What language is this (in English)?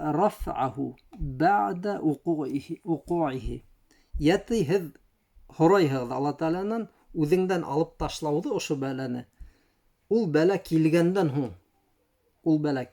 Bashkir